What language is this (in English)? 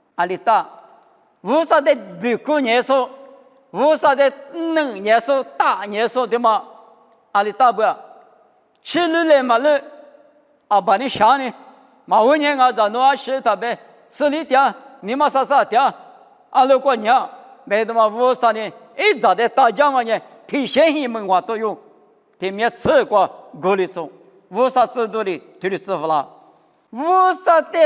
Lisu